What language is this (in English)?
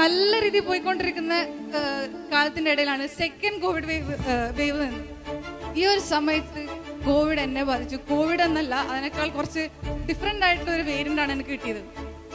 Malayalam